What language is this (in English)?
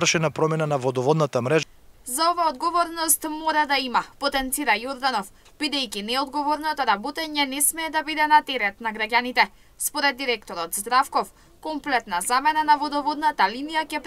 Macedonian